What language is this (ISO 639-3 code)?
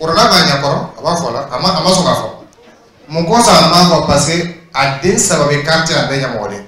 dyu